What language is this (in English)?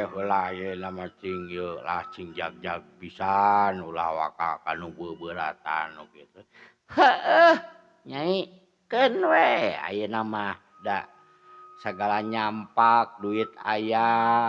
Sundanese